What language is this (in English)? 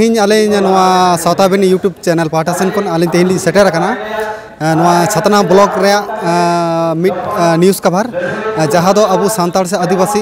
Santali